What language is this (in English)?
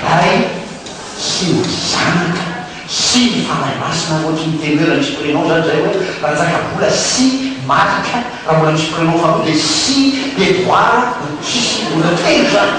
Malagasy